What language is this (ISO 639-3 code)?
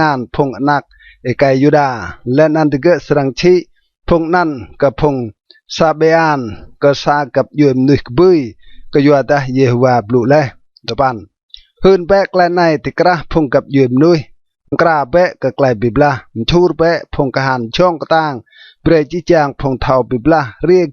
rad